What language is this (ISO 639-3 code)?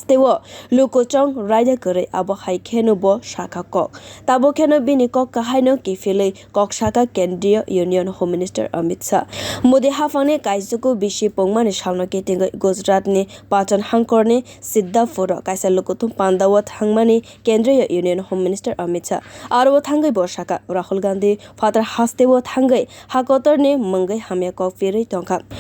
trp